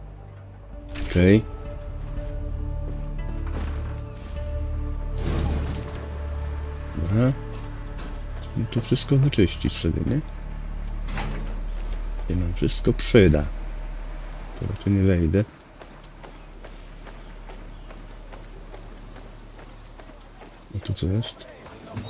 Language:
Polish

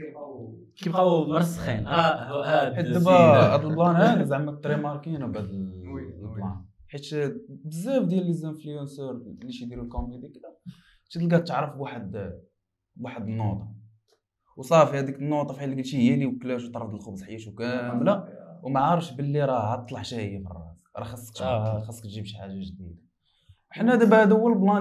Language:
Moroccan Arabic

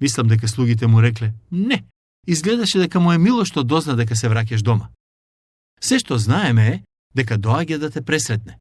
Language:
Macedonian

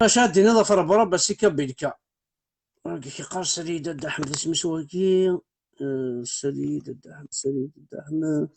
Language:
Kabyle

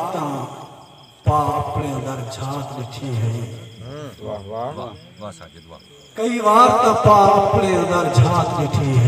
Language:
Saraiki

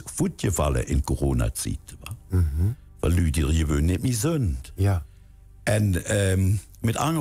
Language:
Limburgish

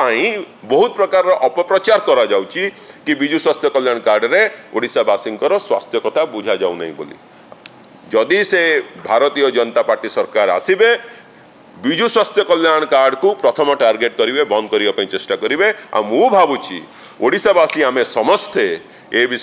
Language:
Odia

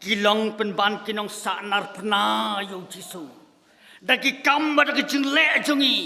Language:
Khasi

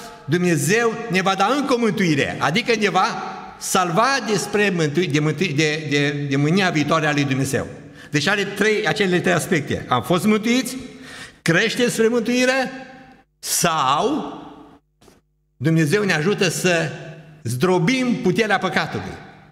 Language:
Romanian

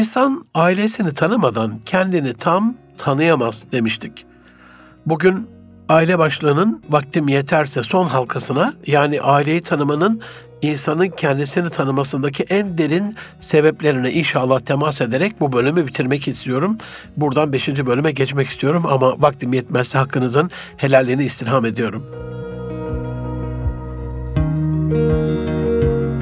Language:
Turkish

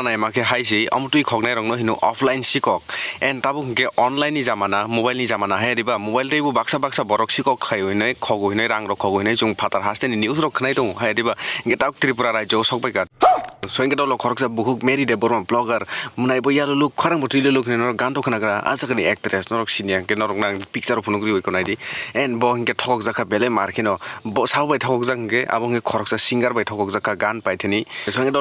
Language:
Kok Borok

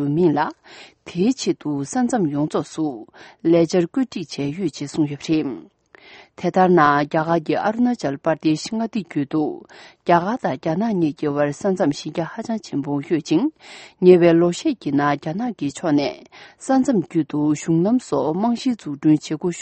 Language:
Tibetan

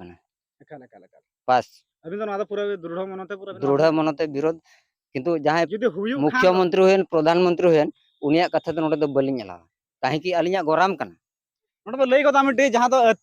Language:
Santali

